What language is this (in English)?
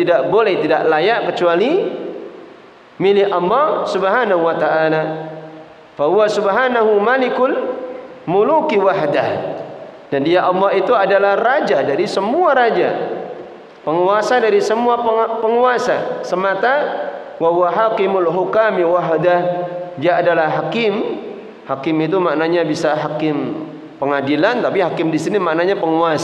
Indonesian